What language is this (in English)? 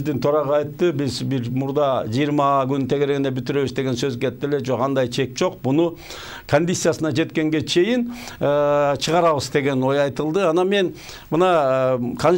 Kyrgyz